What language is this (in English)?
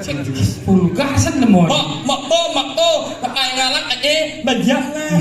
Balinese